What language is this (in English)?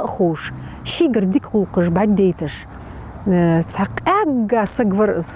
Ingush